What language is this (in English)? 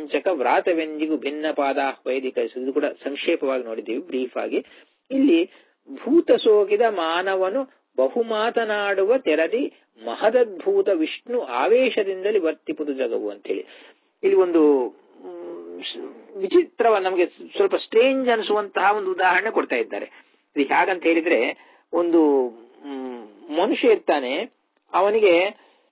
Kannada